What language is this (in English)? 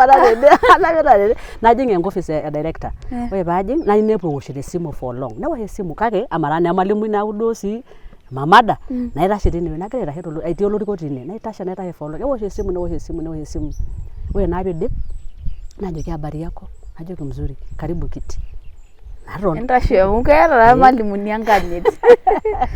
Masai